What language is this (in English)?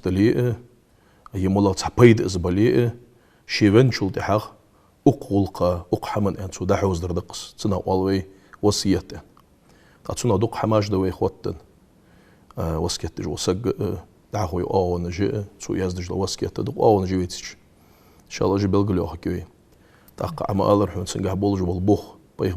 Ingush